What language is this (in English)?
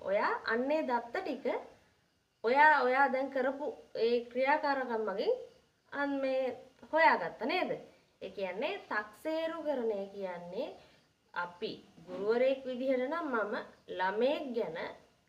Sinhala